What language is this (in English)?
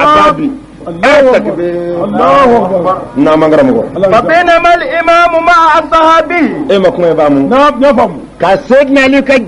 Bambara